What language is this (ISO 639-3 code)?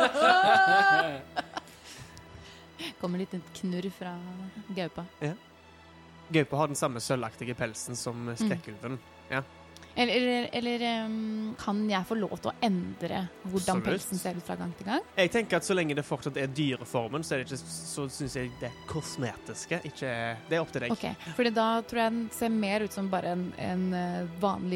nor